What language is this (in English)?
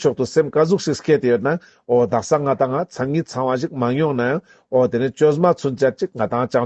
Ladakhi